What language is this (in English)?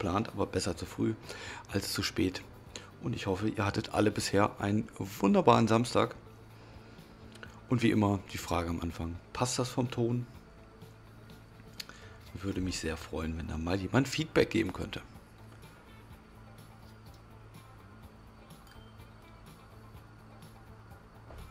German